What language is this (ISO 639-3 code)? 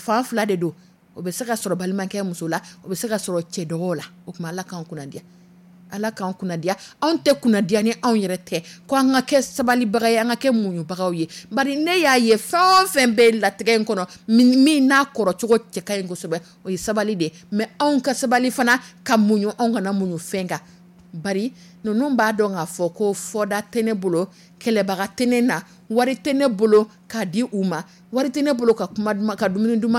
dyu